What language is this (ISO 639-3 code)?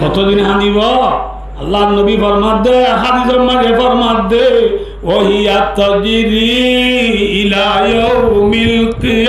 rhg